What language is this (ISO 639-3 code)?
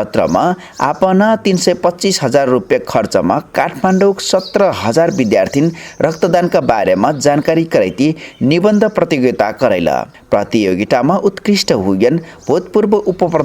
thl